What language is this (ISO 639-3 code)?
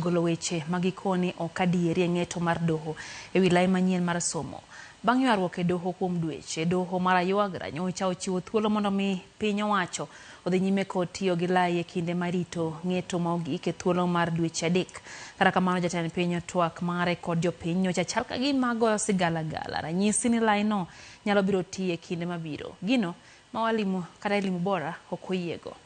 luo